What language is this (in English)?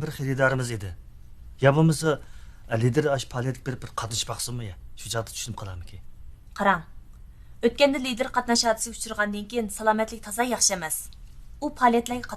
Uyghur